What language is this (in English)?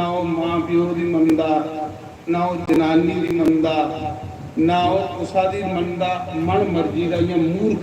Dogri